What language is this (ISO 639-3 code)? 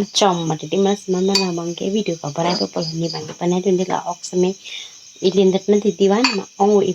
mjw